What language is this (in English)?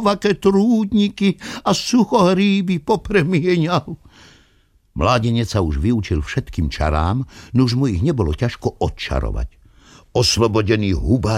Slovak